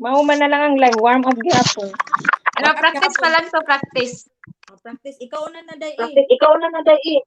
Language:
Cebuano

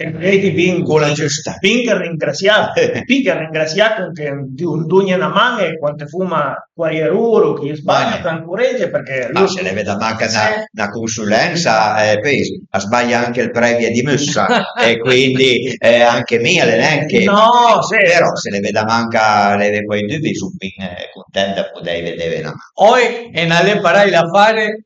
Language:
Piedmontese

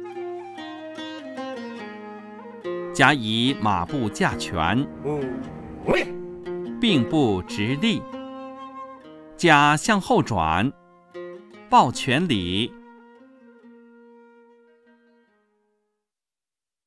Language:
Chinese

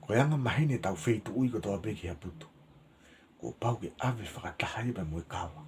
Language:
Tongan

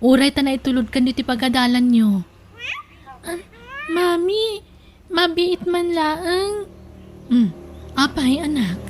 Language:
Iloko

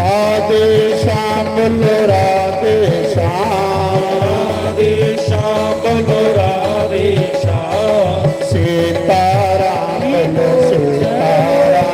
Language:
Dogri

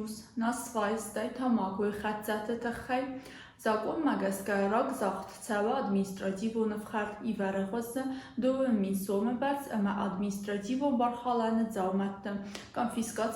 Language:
Ossetic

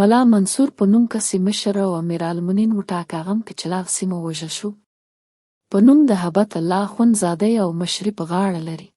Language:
Pashto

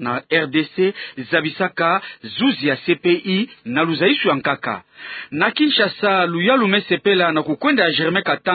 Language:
Kituba (Democratic Republic of Congo)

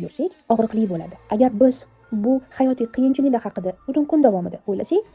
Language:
Uzbek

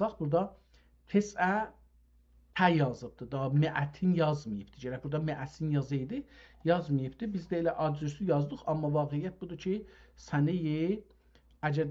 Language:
South Azerbaijani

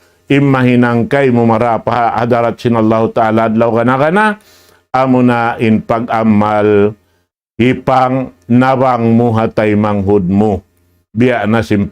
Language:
Tausug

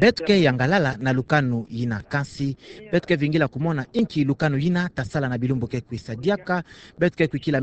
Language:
Kituba (Democratic Republic of Congo)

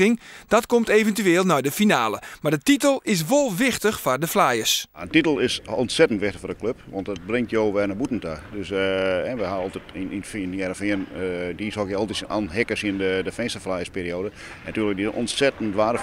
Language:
Western Frisian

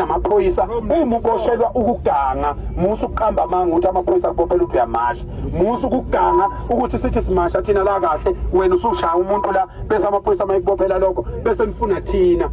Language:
Zulu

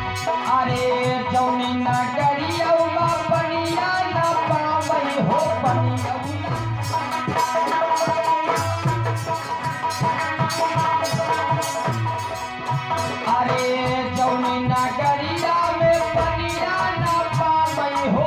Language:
Bhojpuri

